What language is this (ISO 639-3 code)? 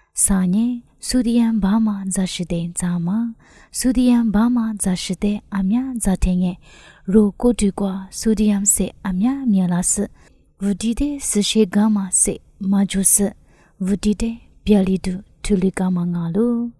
lis